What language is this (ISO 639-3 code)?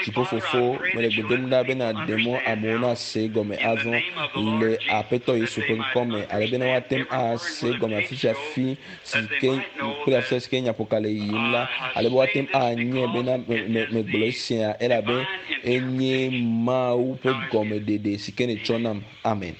ewe